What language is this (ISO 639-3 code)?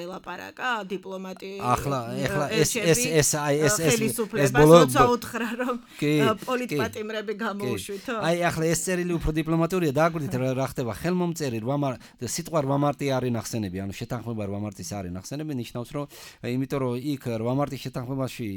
kat